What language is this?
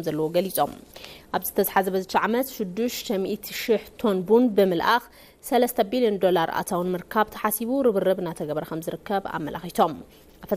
Tigrinya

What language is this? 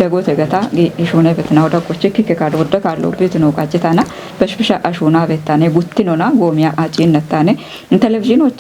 Kafa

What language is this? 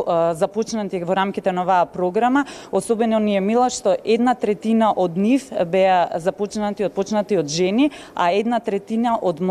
Macedonian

